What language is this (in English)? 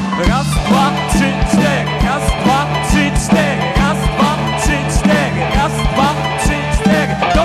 Polish